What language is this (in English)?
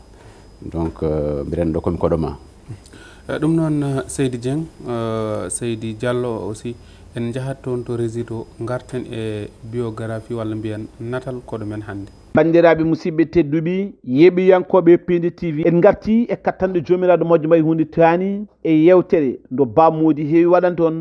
Fula